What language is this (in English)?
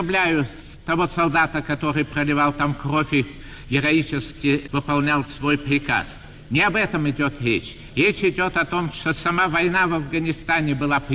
Russian